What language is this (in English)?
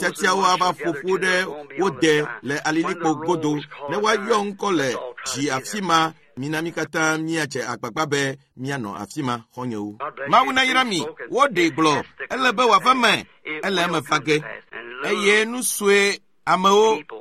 Ewe